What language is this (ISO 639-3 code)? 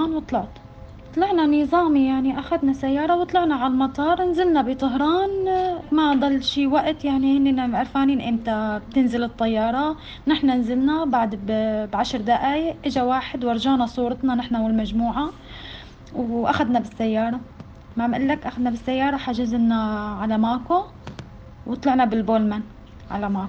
apc